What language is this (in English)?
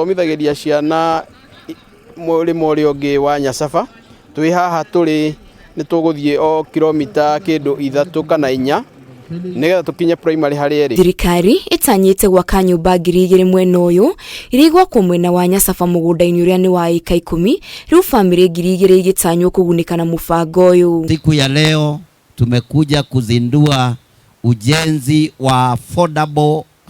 Kikuyu